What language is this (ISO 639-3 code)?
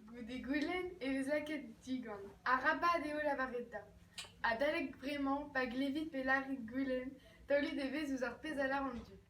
bre